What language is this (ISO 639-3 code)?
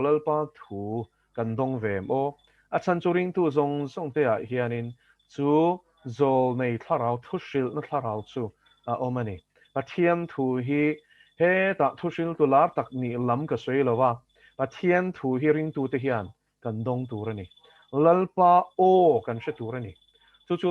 lus